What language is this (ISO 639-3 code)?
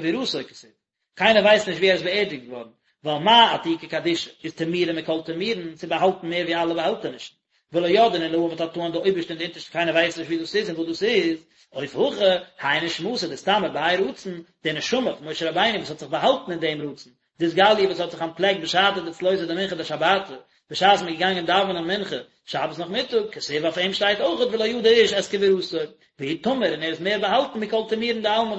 yid